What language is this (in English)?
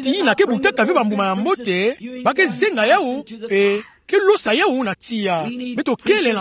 Kituba (Democratic Republic of Congo)